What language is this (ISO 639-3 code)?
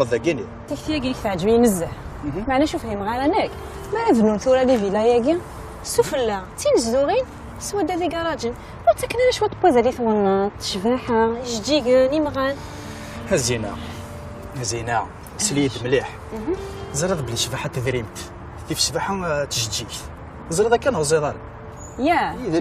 kab